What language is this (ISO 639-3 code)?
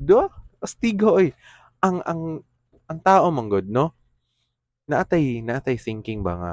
ceb